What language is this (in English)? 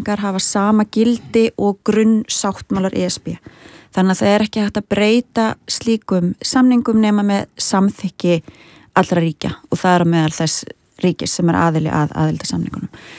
Icelandic